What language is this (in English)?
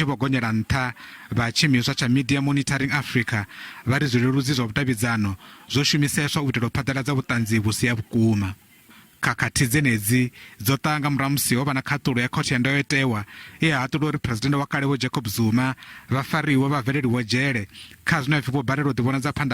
Venda